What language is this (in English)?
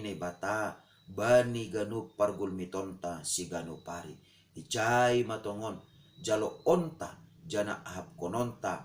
Batak Simalungun